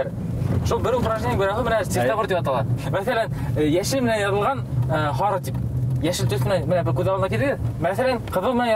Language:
Bashkir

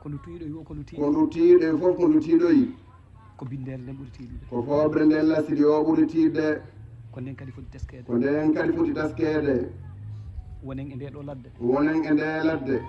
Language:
Fula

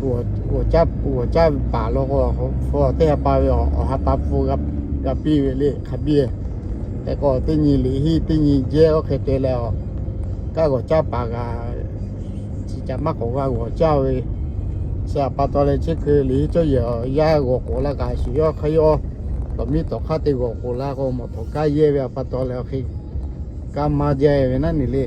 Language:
Lahu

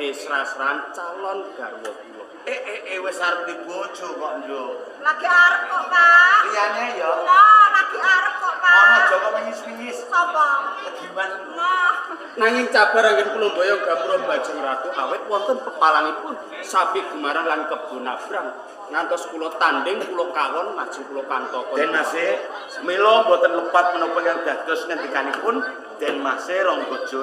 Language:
Javanese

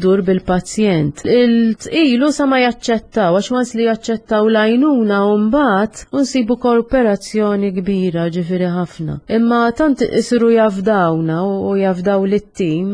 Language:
Maltese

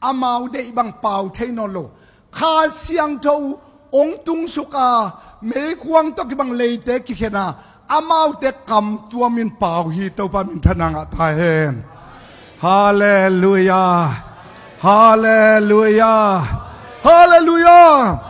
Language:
Tedim Chin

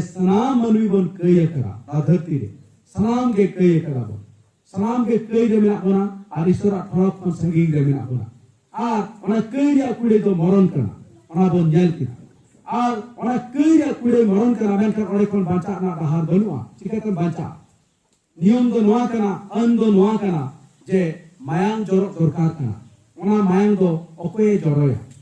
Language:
Santali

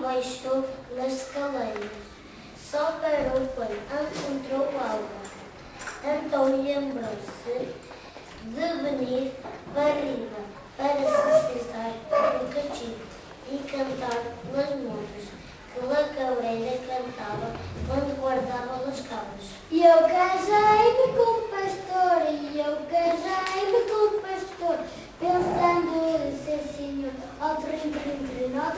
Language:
Mirandese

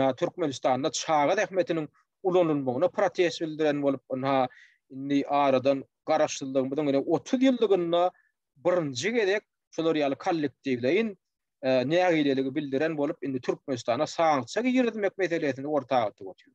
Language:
Turkmen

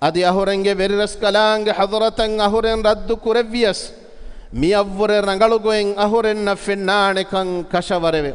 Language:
Divehi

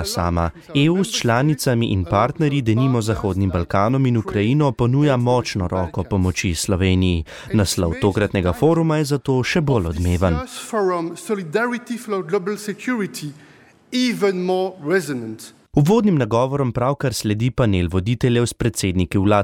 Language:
Slovenian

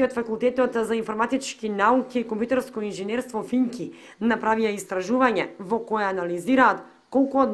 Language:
Macedonian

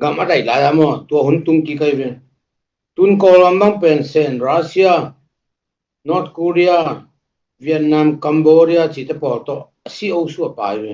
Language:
Tedim Chin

